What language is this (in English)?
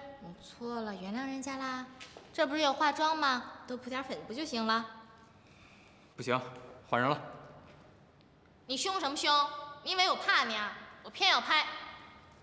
Chinese